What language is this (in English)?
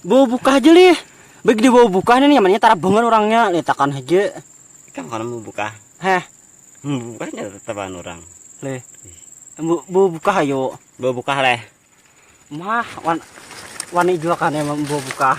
Banjar